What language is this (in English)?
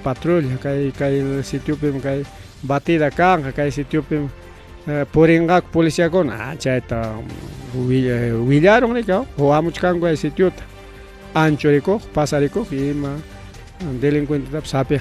Ayacucho Quechua